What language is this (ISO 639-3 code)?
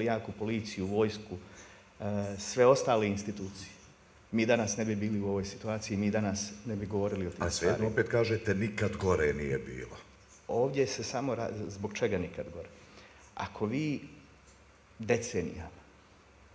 bos